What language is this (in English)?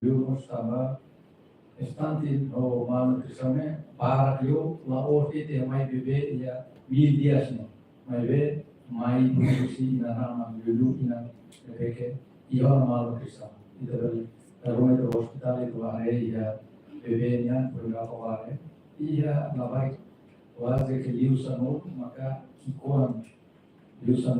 Tetum